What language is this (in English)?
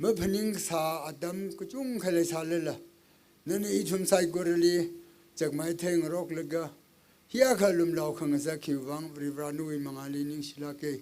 Tangkhul Naga (India)